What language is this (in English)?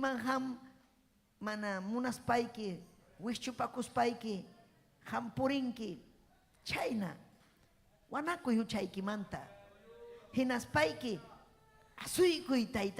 Ayacucho Quechua